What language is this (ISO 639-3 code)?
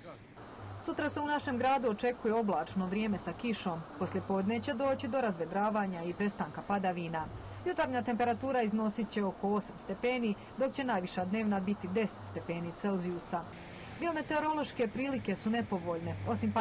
bos